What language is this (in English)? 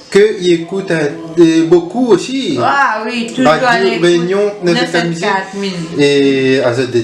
Réunion Creole French